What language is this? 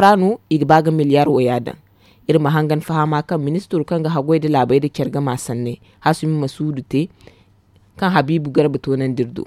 Zarma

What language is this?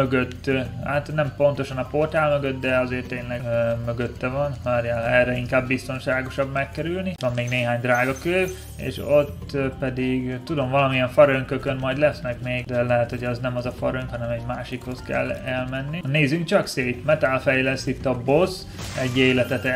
Hungarian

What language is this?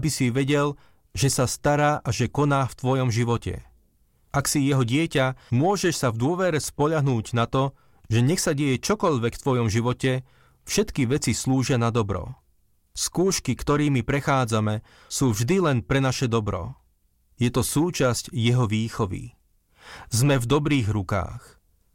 Slovak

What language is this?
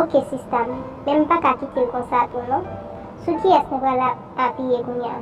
Haitian Creole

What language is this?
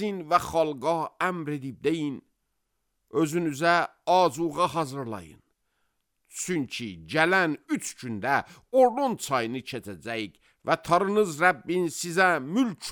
Azerbaijani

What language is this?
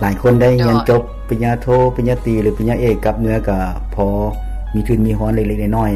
Lao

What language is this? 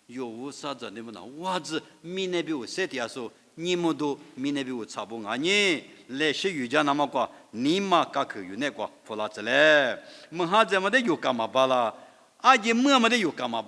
Lisu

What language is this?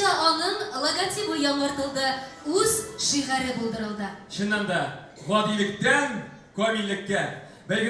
Tatar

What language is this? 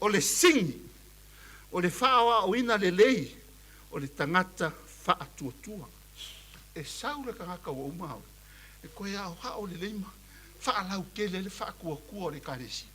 Samoan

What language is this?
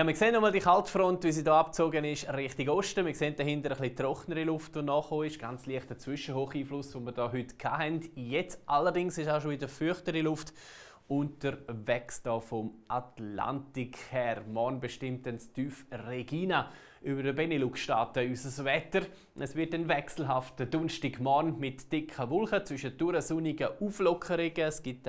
Swiss German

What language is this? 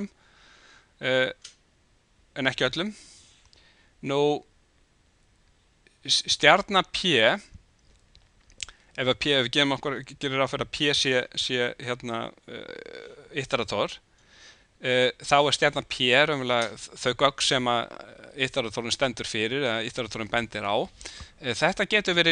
Icelandic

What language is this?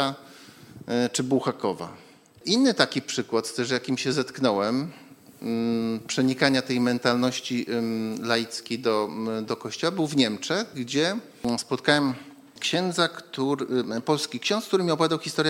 Polish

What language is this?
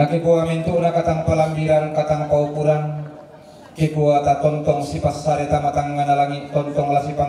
Toraja-Sa'dan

